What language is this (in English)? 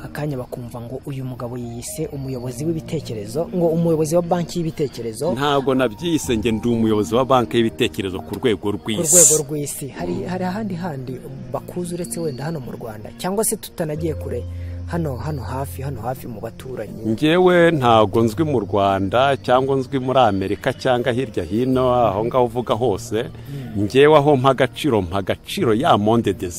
Kinyarwanda